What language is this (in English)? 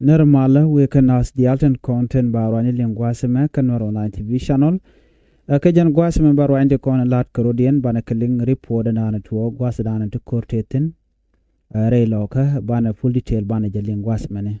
Nuer